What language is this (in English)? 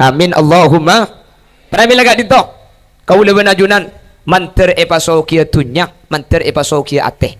Madurese